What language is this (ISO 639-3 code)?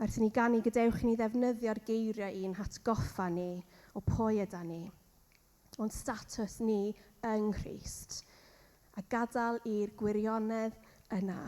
cym